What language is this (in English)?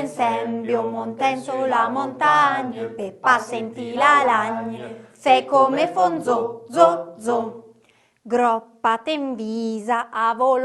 Arpitan